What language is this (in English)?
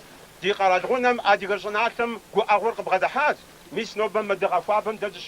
Kabardian